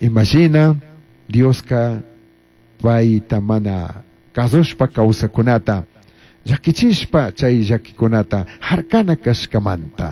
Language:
Chimborazo Highland Quichua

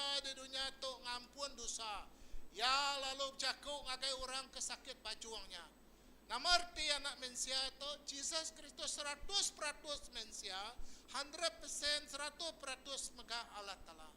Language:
Iban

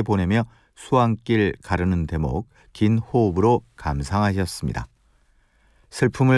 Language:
Korean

